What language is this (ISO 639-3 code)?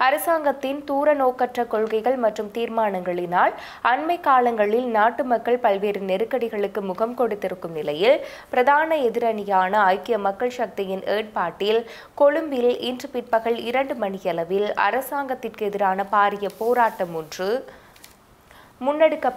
tam